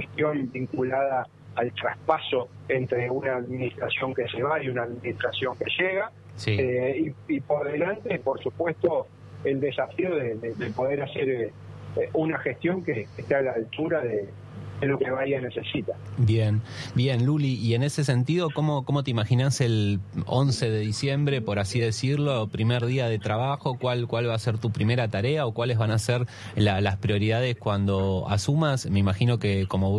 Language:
Spanish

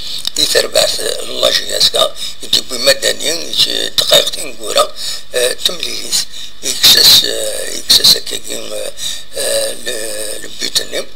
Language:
Kabyle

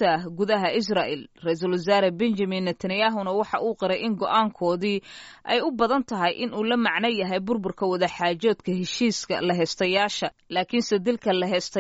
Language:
Somali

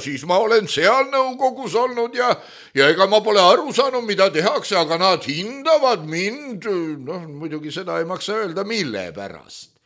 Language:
Estonian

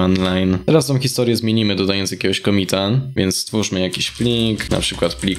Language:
Polish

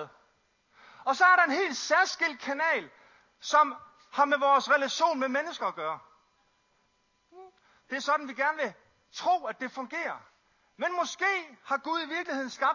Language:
Danish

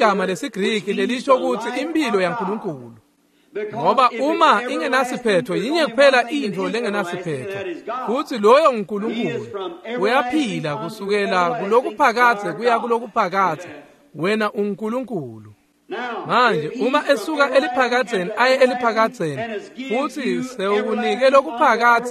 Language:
Swati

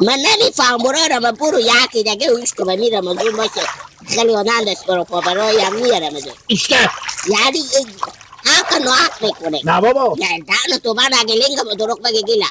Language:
Hazaragi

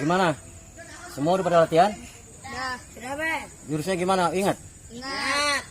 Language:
Betawi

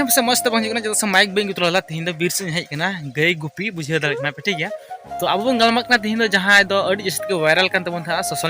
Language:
Santali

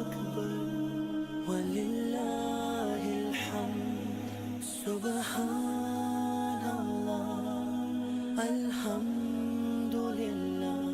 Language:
Ingush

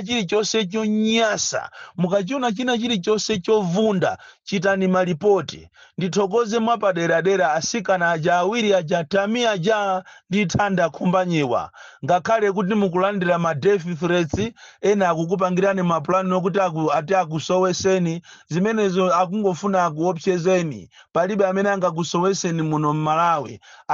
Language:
Nyanja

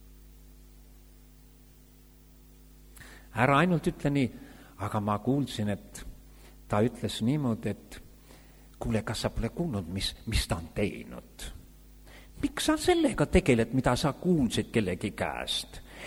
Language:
Estonian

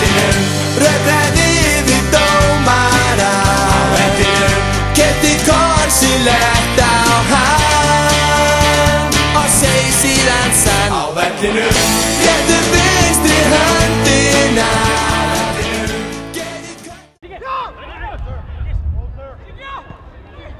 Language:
Icelandic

